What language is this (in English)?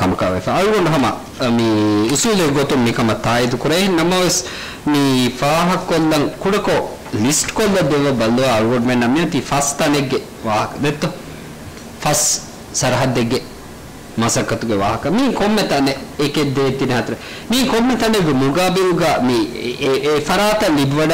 Divehi